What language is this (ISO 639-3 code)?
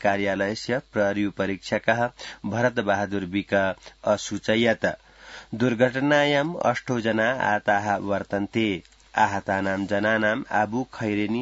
san